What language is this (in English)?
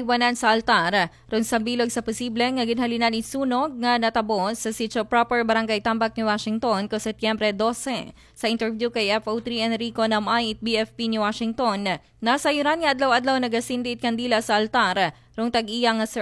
Aklanon